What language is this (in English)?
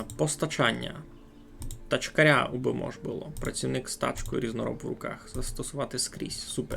Rusyn